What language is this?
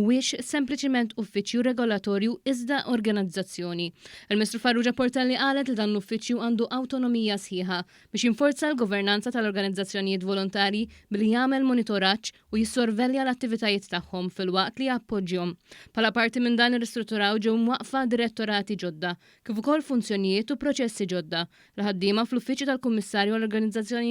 Maltese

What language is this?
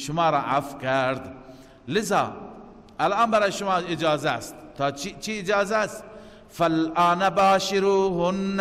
Persian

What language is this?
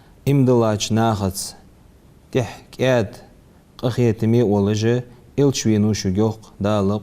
Ingush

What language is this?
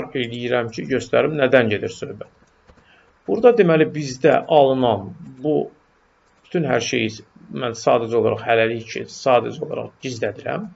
Azerbaijani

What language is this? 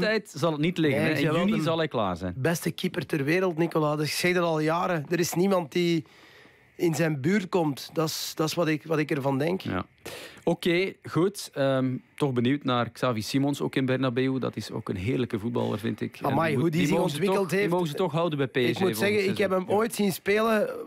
Dutch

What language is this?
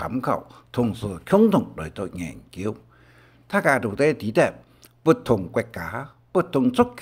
Hakka Chinese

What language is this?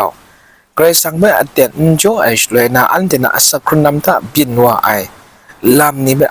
Kachin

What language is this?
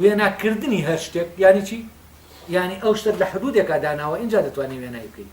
Central Kurdish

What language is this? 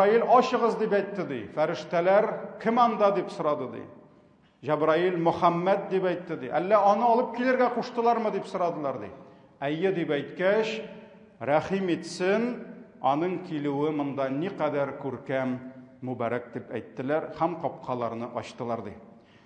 Tatar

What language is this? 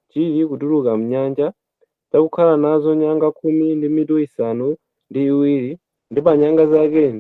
Nyanja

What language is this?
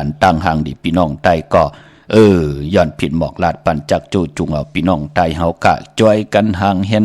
Shan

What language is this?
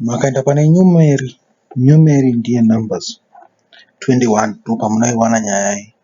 Shona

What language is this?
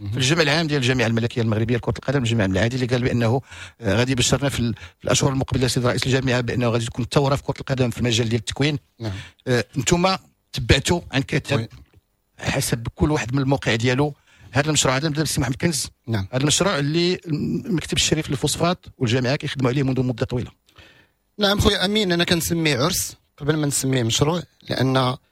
Moroccan Arabic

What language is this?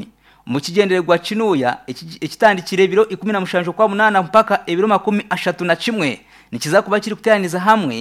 Nyankole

